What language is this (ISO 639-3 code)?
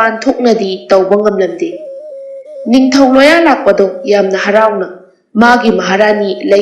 mni